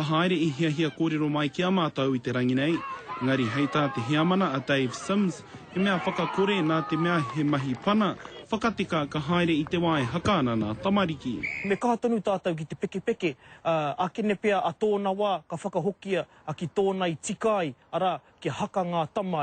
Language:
Māori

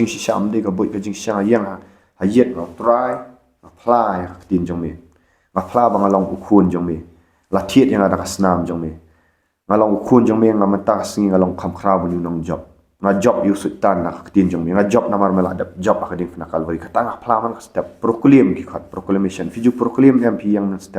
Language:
Khasi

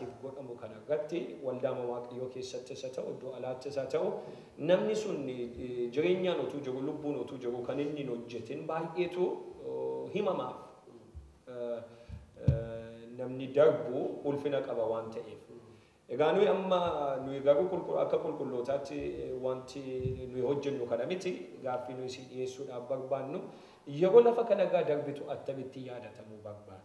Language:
Oromo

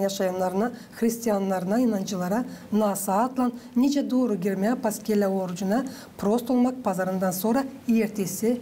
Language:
Gagauz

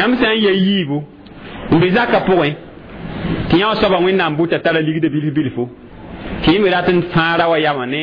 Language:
Mossi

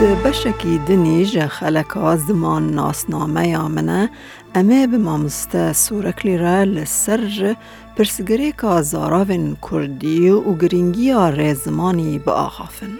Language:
Kurdish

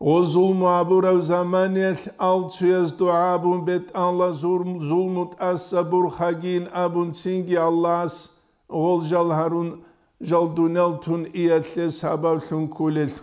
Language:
Avaric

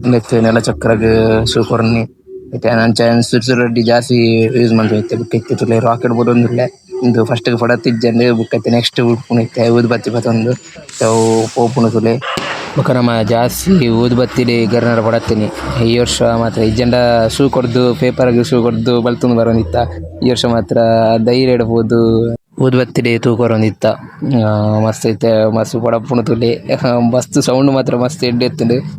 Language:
Tulu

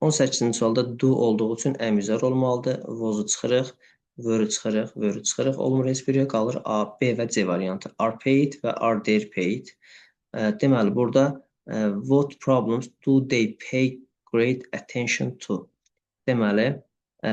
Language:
Azerbaijani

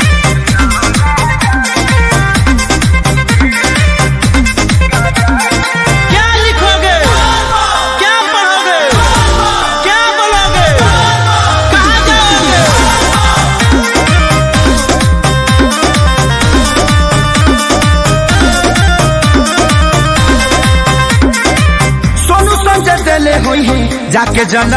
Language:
Bhojpuri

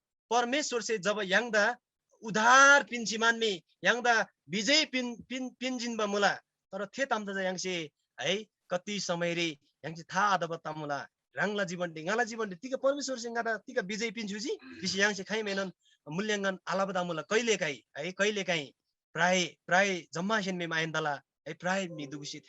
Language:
Eastern Tamang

